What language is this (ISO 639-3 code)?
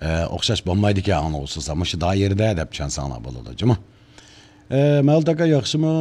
uig